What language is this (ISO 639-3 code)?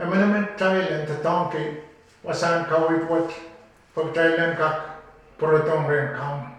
pon